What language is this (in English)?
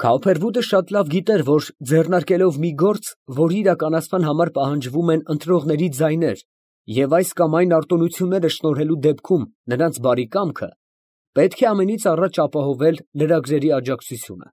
Armenian